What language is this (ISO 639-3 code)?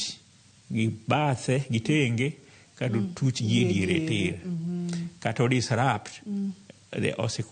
luo